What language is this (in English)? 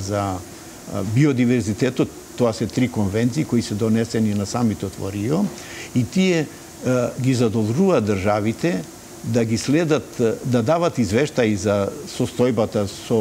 Macedonian